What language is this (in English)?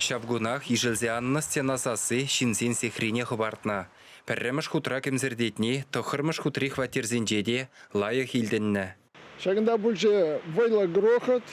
Chuvash